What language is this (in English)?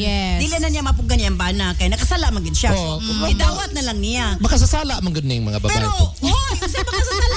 Cebuano